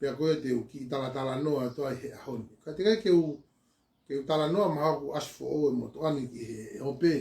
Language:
Tongan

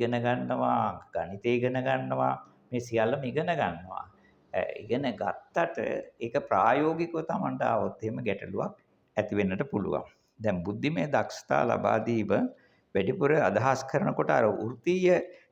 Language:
Sinhala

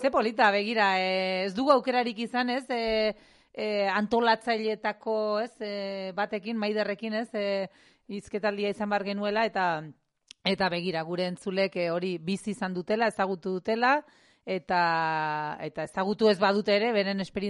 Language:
Basque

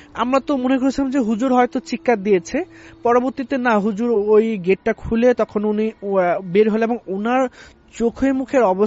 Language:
Bangla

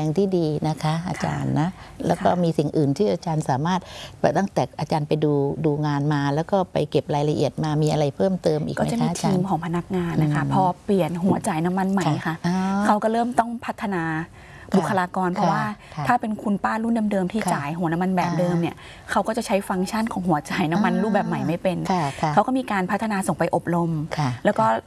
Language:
Thai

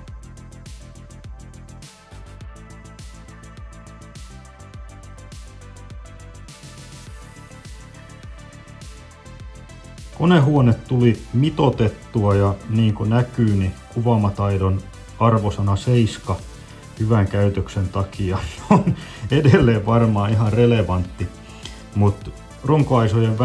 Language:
Finnish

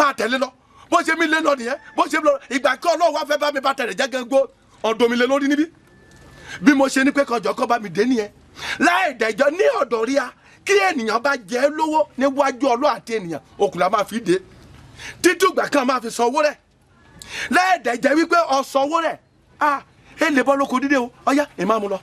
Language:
Yoruba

